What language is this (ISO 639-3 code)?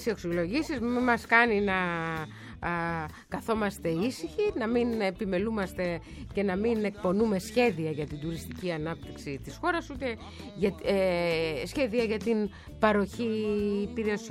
ell